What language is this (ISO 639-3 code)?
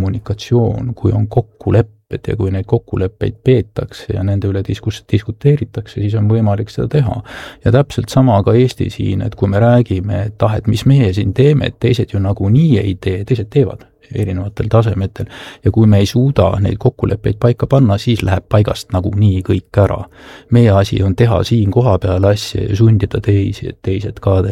est